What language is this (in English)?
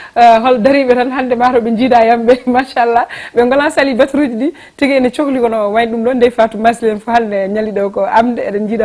Fula